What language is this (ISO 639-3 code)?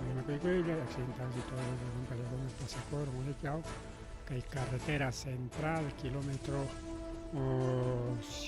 quy